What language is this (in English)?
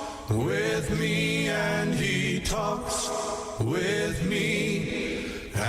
Gilbertese